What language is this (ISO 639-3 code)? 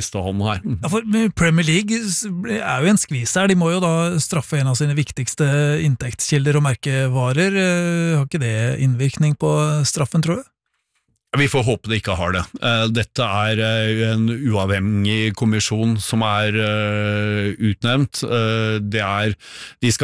nor